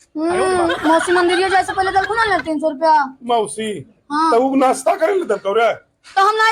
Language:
Magahi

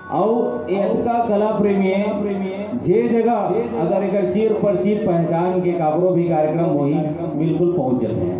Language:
Chhattisgarhi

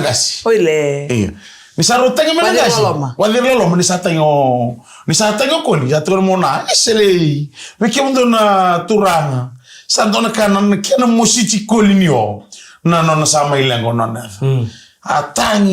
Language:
Fijian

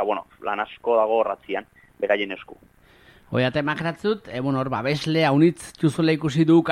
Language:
Basque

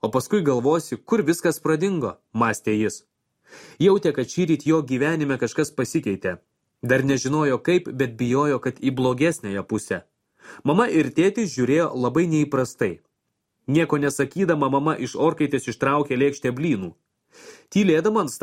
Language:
Lithuanian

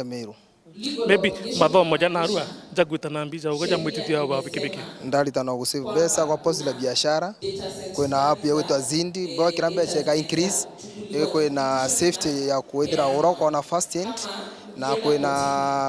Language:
Meru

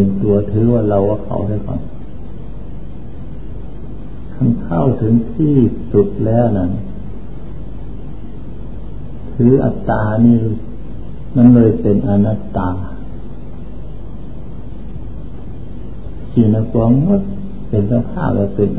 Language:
Thai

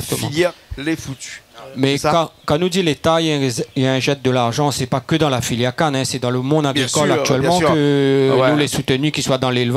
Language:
Réunion Creole French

